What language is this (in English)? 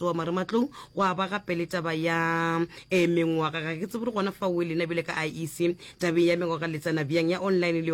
Northern Sotho